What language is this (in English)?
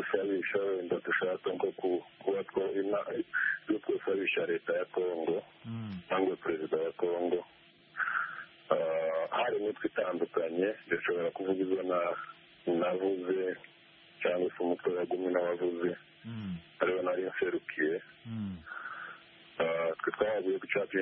Kinyarwanda